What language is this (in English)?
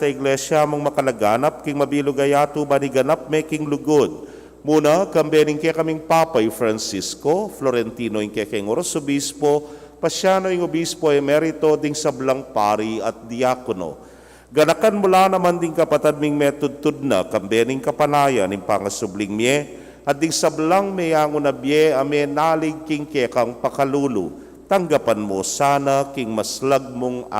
Pampanga